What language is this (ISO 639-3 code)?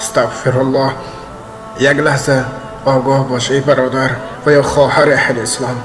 tgk